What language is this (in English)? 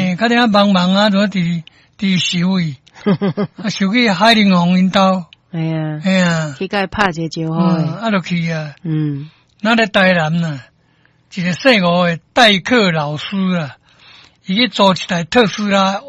Min Nan Chinese